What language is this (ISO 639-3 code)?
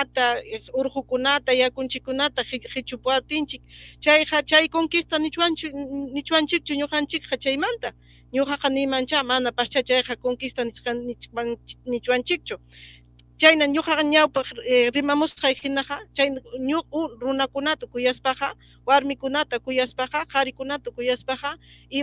quy